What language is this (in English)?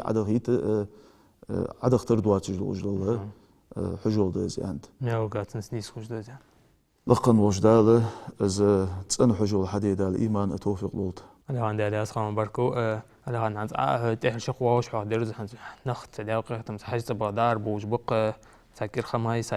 Ingush